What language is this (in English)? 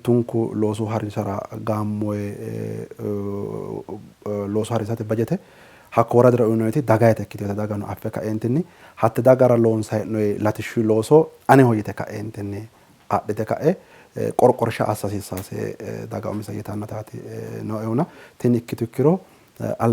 Sidamo